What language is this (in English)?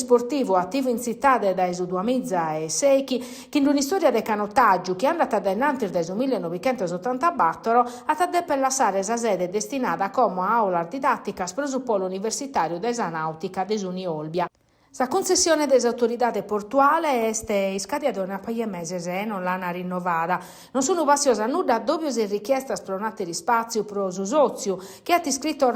Sardinian